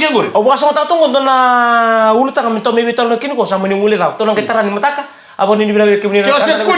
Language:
Fijian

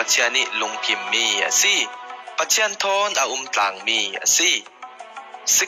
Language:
Falam Chin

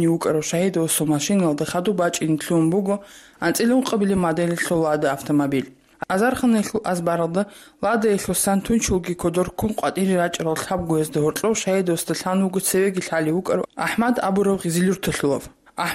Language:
Avaric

